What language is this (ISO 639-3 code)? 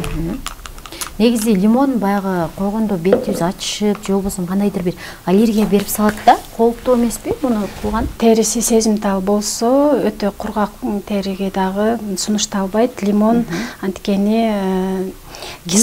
kir